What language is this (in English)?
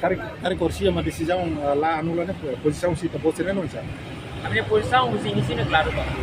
Tetum